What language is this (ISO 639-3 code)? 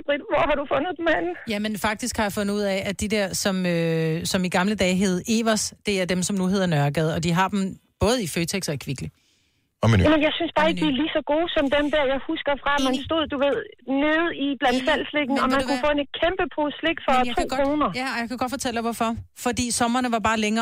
dan